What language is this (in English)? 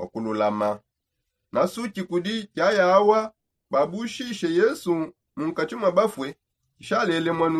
Songe